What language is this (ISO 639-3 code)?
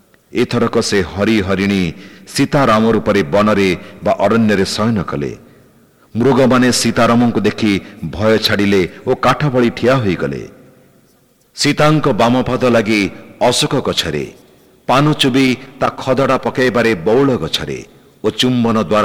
ori